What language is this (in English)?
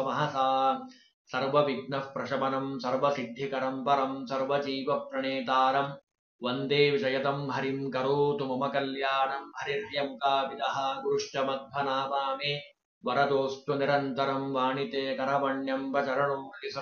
Kannada